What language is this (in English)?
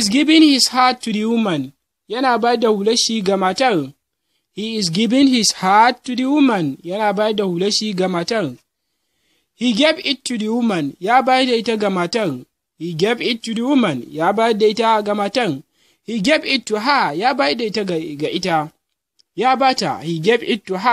Hausa